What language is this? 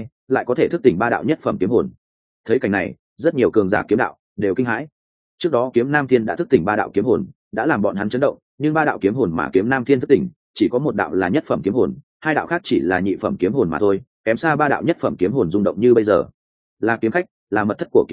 Vietnamese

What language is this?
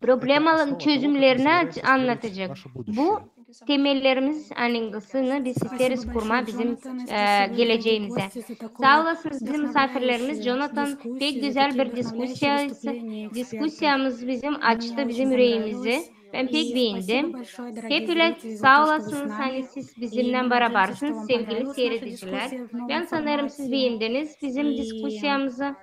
Gagauz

